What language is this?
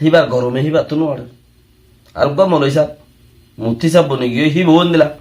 Rohingya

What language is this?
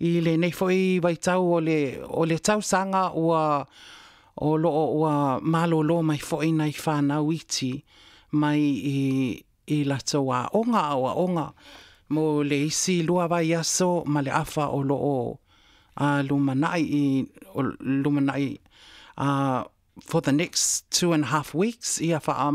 Samoan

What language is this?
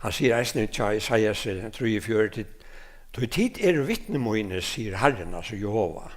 Faroese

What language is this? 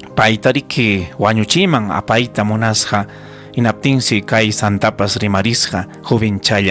Ayacucho Quechua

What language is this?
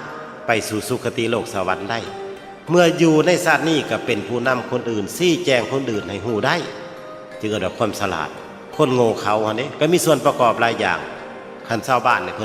Northeastern Thai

